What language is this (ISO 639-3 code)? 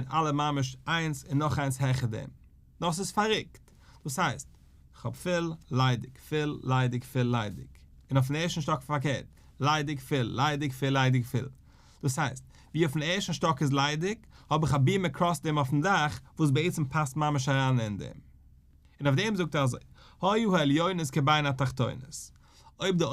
yid